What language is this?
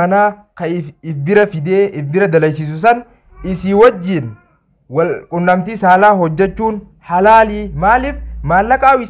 Oromo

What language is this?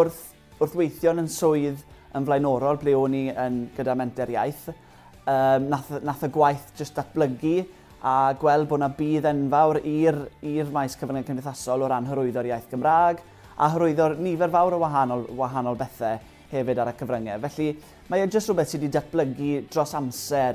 Welsh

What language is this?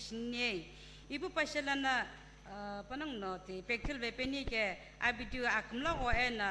Sumi Naga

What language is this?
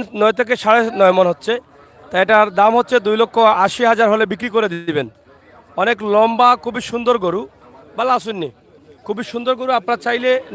Sylheti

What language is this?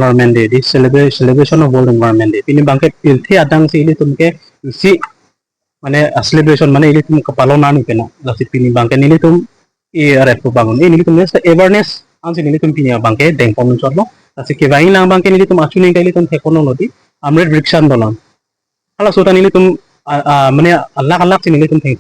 Karbi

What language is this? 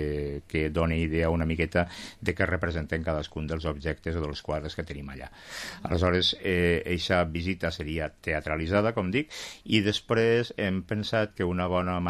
Catalan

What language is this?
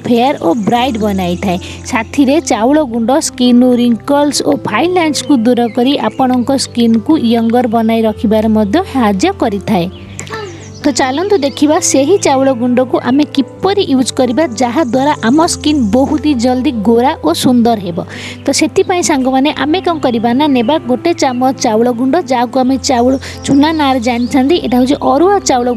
Odia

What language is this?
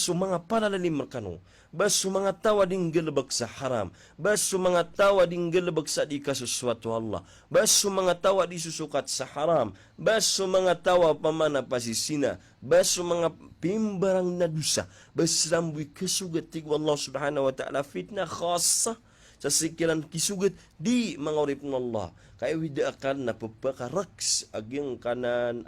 Maranao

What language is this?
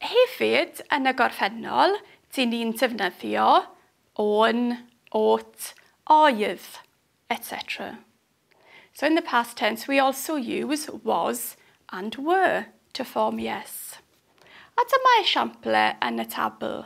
Welsh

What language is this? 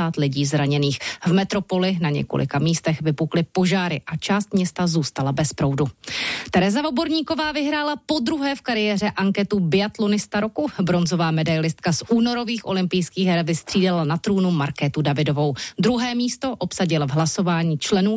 Czech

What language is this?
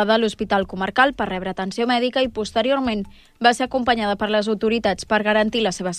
Catalan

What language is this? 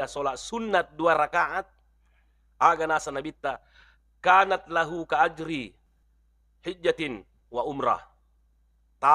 Buginese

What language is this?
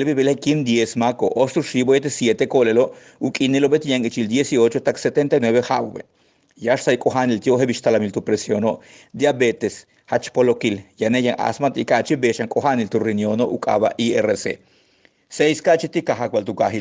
Yucateco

